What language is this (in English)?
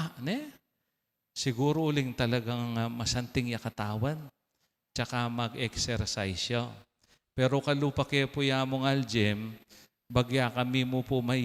Pampanga